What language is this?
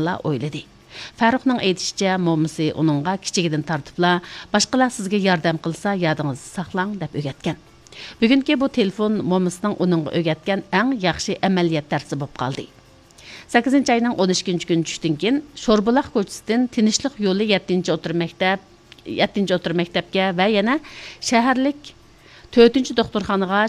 Uyghur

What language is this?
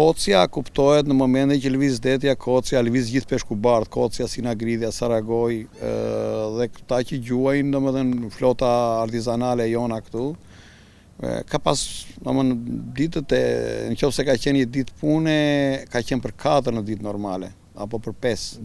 Albanian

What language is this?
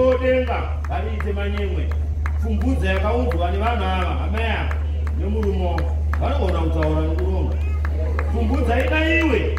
Shona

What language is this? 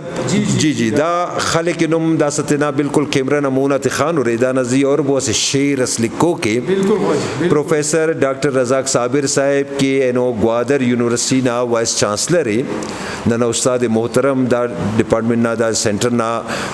Brahui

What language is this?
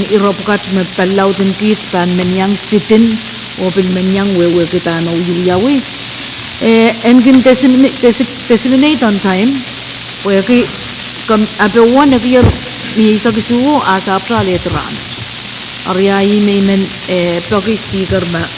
Pohnpeian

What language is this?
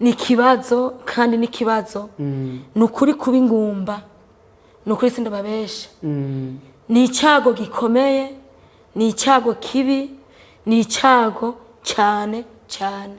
Rundi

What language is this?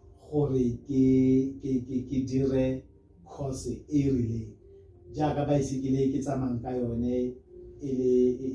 Tswana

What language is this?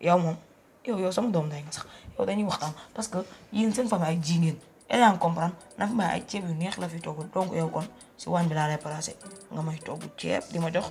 Wolof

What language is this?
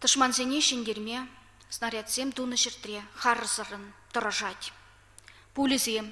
Chuvash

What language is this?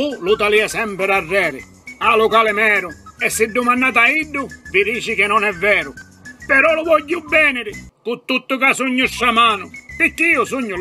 Sicilian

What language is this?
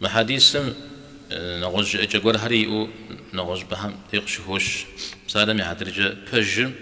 Kabardian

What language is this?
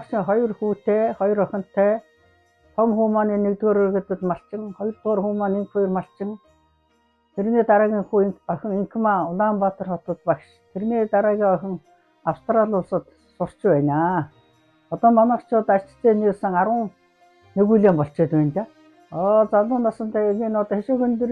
Mongolian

